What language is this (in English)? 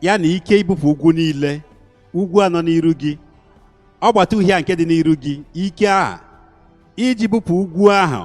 Igbo